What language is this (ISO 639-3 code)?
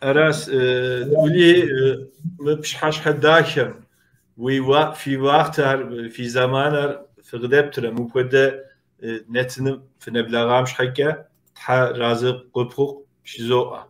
kbd